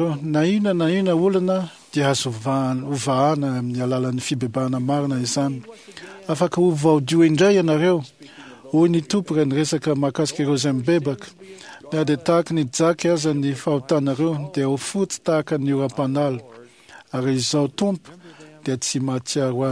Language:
Malagasy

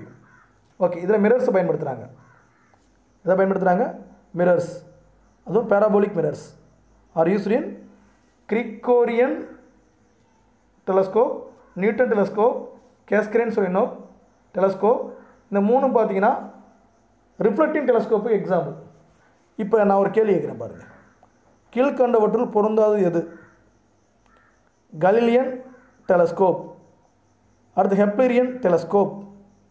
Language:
Tamil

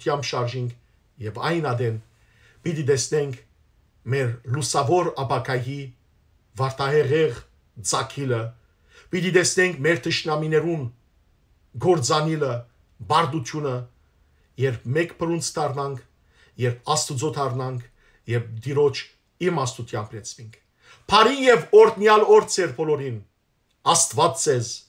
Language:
Western Armenian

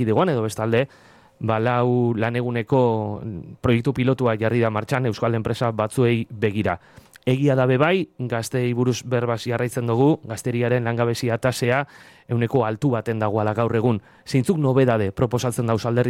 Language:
Basque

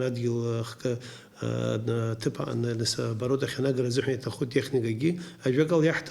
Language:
Abkhazian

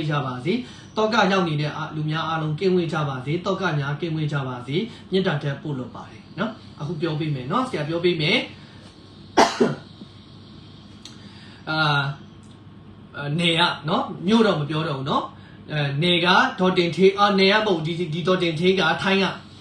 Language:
Burmese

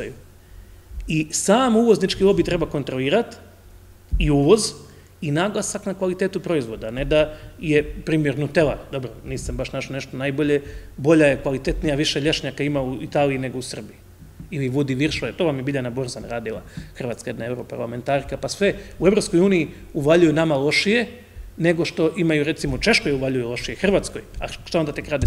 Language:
Croatian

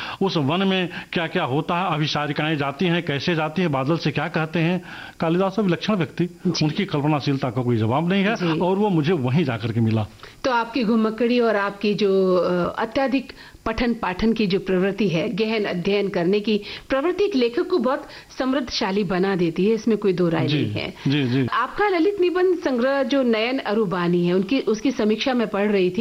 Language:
Hindi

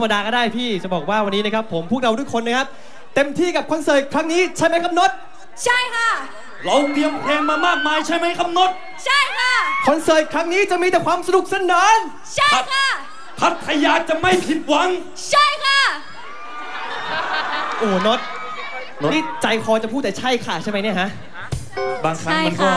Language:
Thai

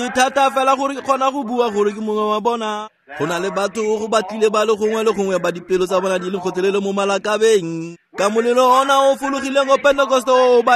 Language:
Tswana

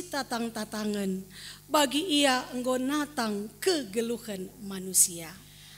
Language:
Batak Karo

